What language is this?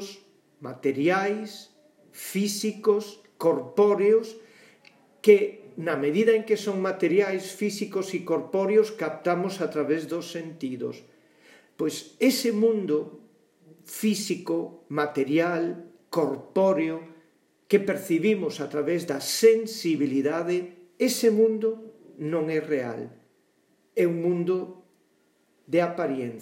Galician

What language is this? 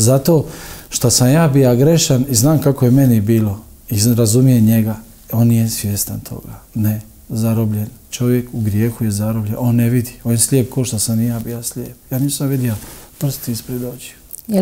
Croatian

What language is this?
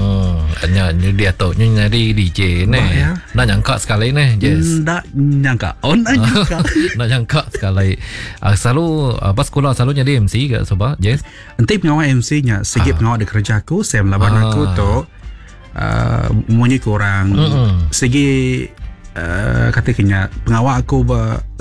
Iban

